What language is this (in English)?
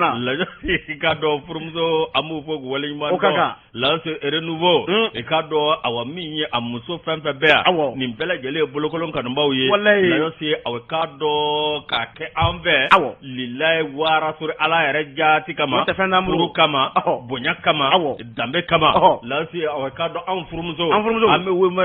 Bambara